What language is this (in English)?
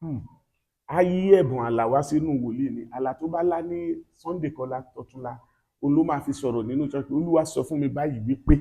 Yoruba